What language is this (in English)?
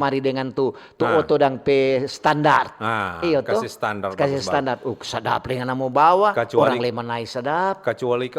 Manado Malay